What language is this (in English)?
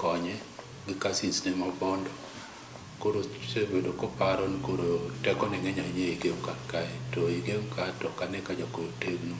Luo (Kenya and Tanzania)